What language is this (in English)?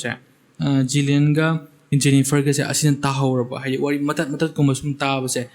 Manipuri